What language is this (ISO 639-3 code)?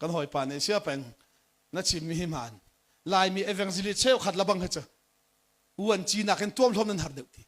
cnh